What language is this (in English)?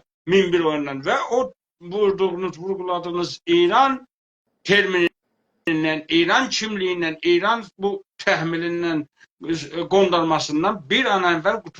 South Azerbaijani